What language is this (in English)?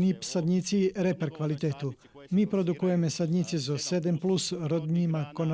Rusyn